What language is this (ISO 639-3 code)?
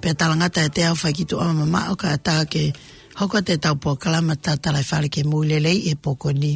ton